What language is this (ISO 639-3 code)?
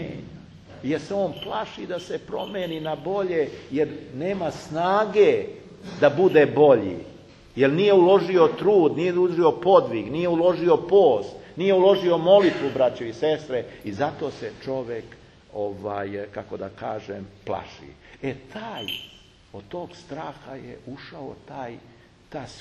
srp